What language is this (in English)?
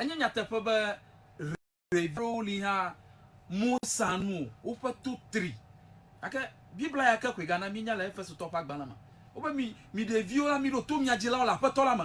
Ewe